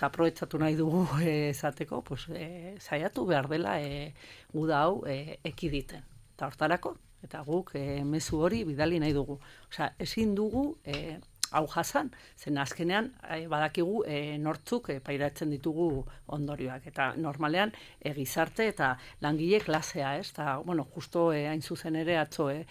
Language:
Basque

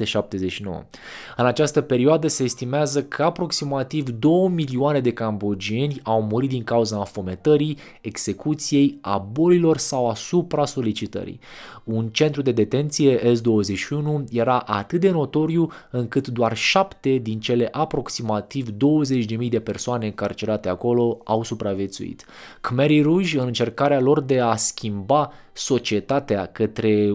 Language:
Romanian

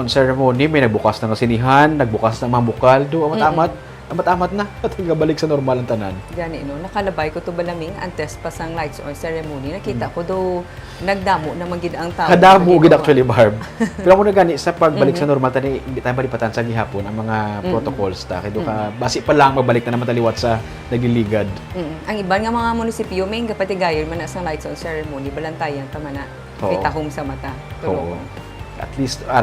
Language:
Hiligaynon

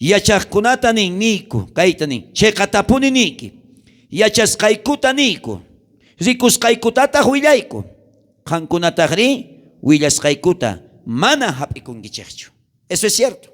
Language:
South Bolivian Quechua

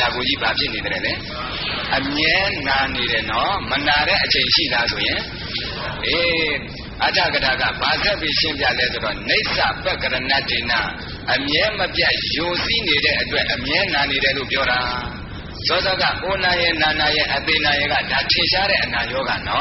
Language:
Burmese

